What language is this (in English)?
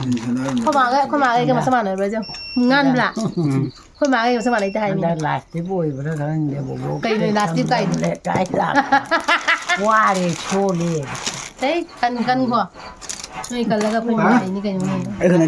Manipuri